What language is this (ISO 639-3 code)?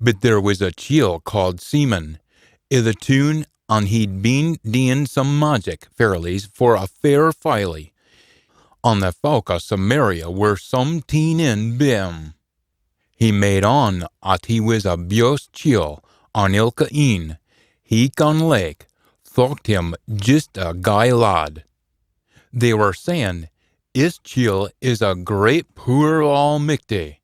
sco